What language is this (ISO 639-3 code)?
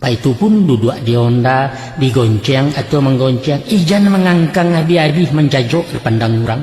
min